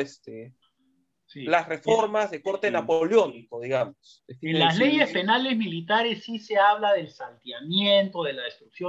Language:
Spanish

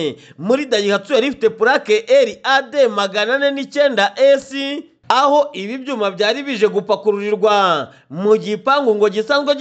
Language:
Kinyarwanda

